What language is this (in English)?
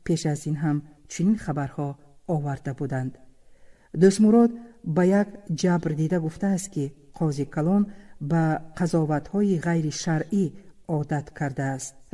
Tajik